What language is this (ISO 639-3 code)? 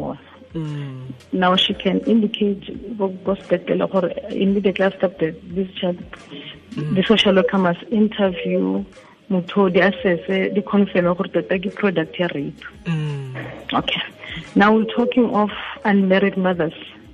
tsn